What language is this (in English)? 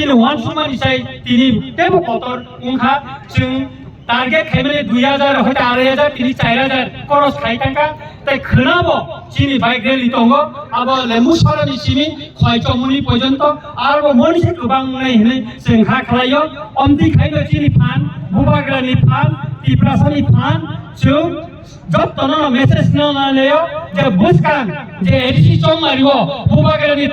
Kok Borok